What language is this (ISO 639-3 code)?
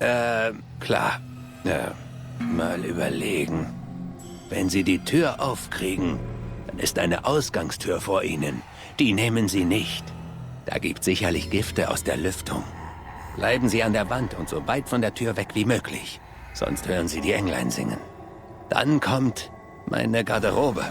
bar